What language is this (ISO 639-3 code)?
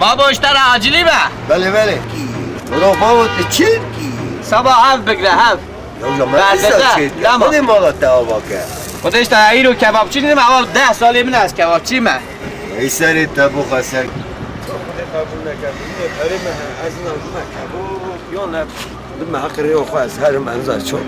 kur